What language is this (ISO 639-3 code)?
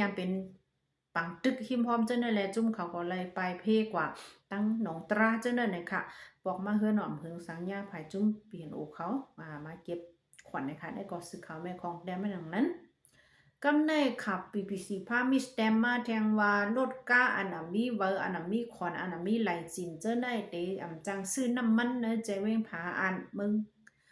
lao